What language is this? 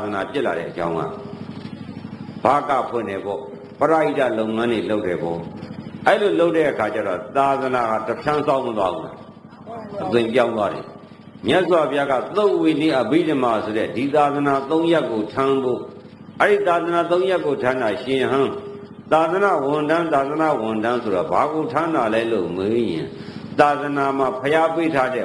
Burmese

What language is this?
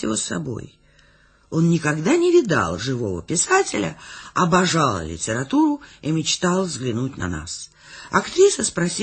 Russian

